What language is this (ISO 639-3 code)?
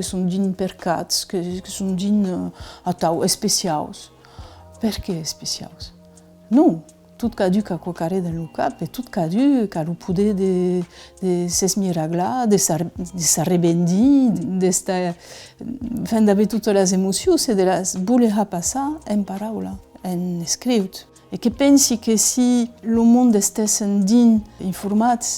oci